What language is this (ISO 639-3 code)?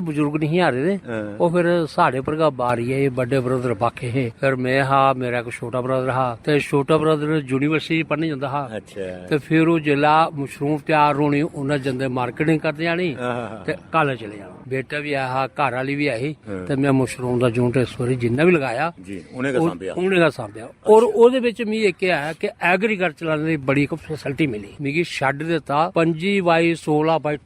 doi